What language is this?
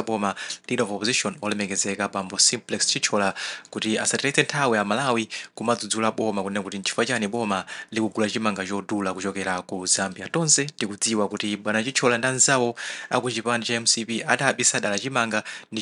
Nyanja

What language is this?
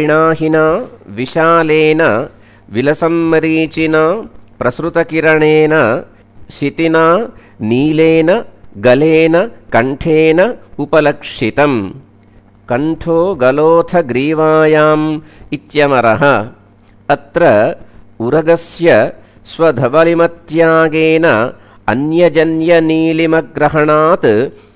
Sanskrit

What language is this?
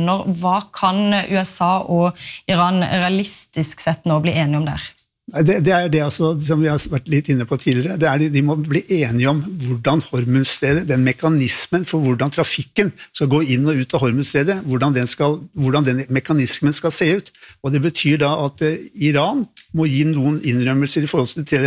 Norwegian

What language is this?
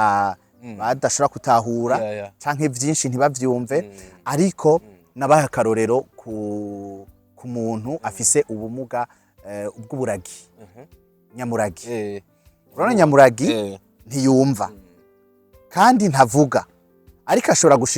Rundi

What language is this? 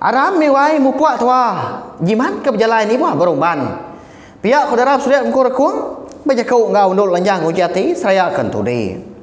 Iban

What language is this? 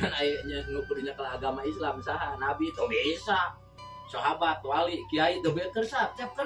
Sundanese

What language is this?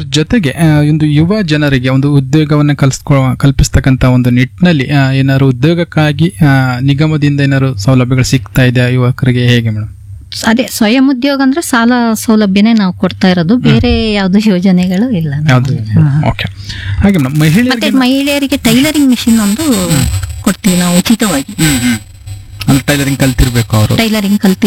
Kannada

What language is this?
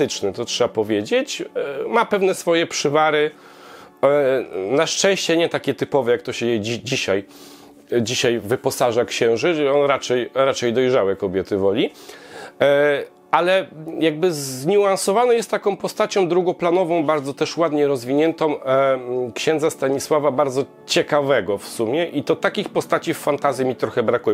Polish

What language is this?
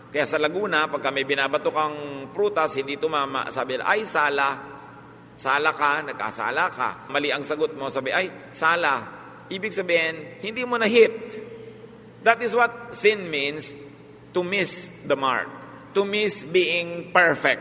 Filipino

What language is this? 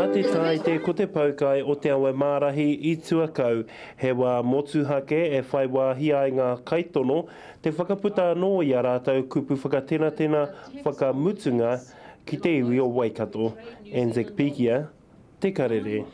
Māori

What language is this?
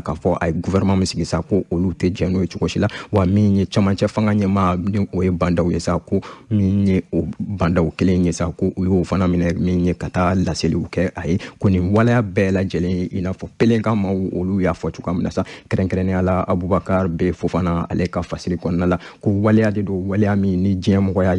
Bambara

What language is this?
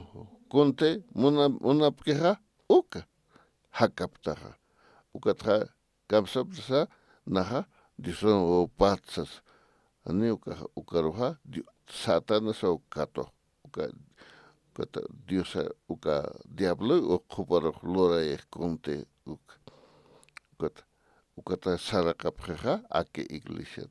Aymara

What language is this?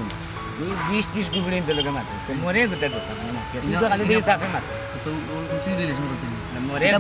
Sylheti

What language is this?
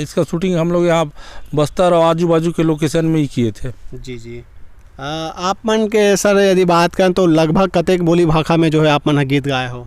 Chhattisgarhi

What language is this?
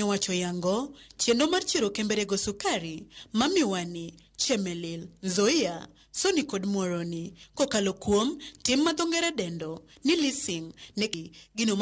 Luo (Kenya and Tanzania)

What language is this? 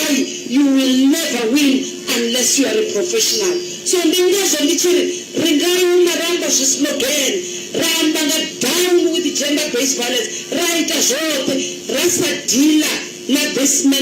Venda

